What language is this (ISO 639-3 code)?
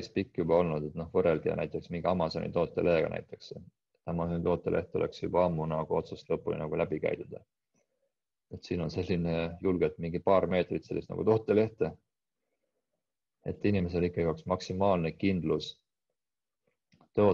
est